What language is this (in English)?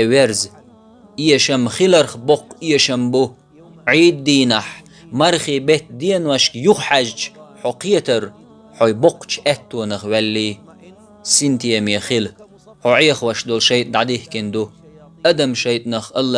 Chechen